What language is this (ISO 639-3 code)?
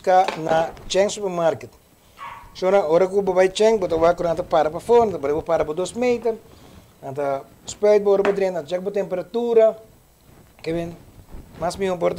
pap